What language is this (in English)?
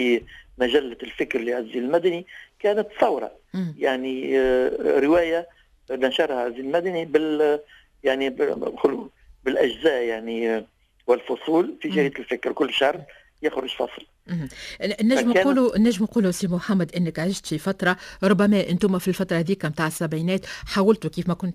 Tunisian Arabic